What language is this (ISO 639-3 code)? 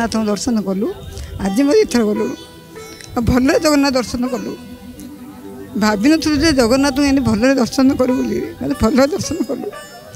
ori